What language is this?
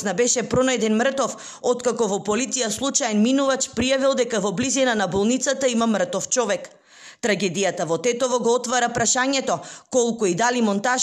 Macedonian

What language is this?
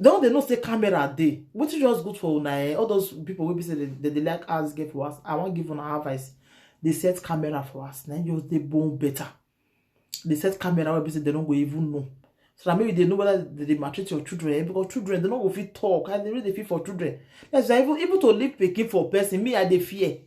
Nigerian Pidgin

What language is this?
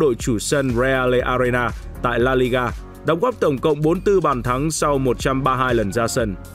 Vietnamese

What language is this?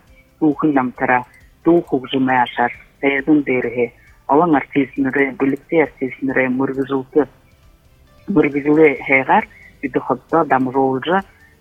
Buriat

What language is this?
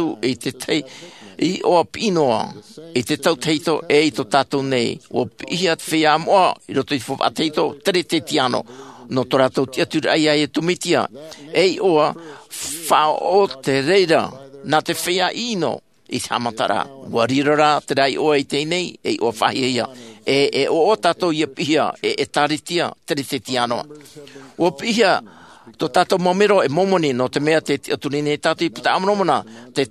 Tahitian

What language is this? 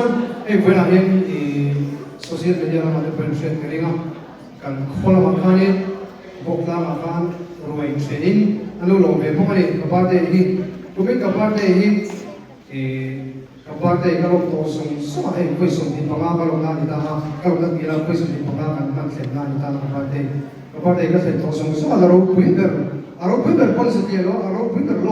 Mizo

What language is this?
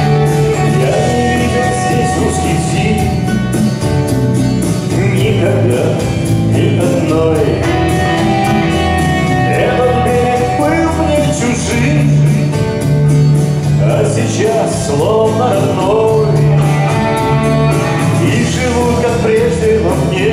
Russian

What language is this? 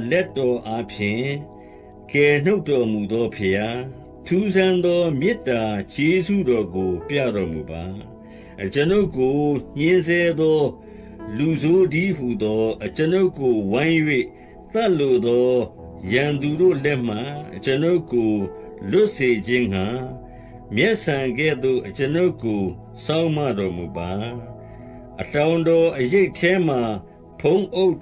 Burmese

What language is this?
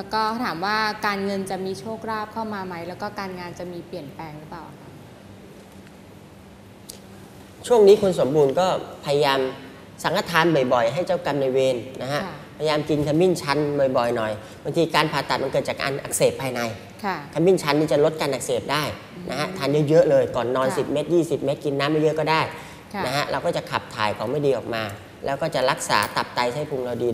Thai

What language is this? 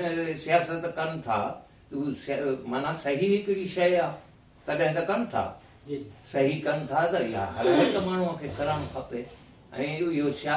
Sindhi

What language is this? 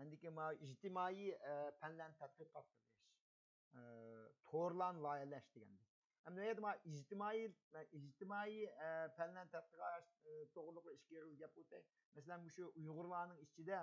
Uyghur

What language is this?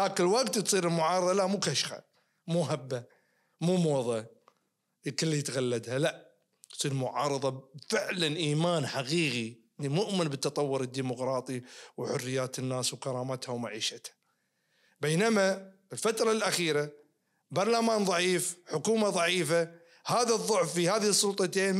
Najdi Arabic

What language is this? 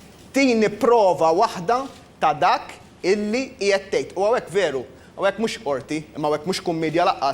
Maltese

